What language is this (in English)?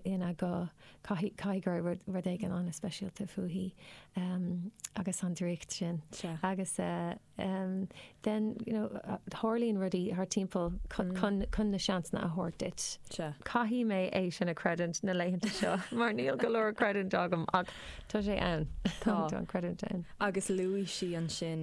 Irish